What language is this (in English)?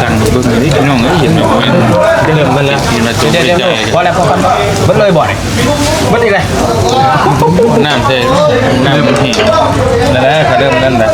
Northeastern Thai